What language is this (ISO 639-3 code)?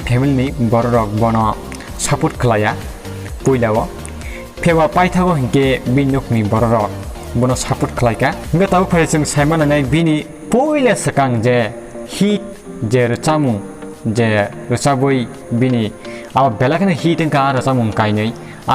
trp